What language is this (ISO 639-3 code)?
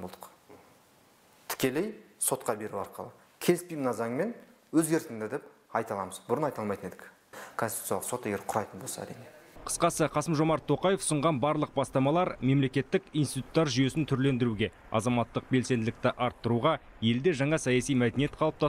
kaz